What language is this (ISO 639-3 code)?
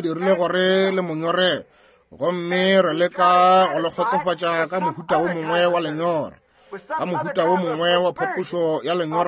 nso